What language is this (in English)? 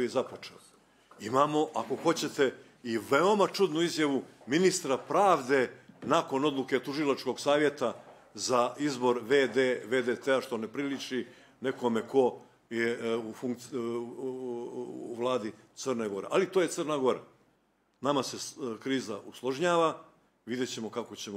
Bosnian